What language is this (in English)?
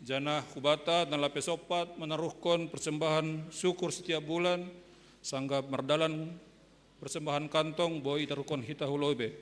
Batak Simalungun